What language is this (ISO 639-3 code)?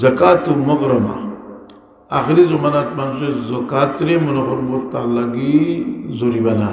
syl